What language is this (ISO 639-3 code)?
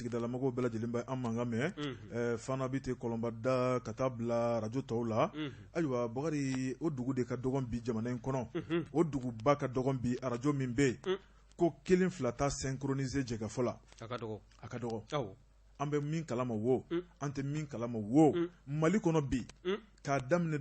bam